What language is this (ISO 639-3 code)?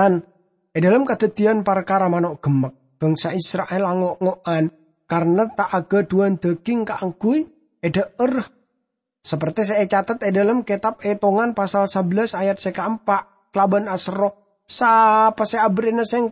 mad